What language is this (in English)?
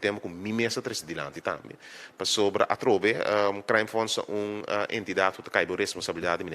Papiamento